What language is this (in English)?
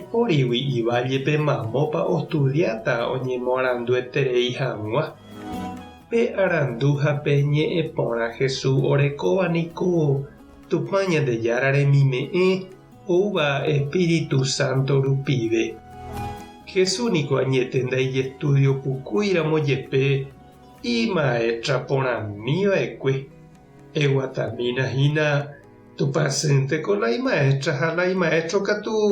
Guarani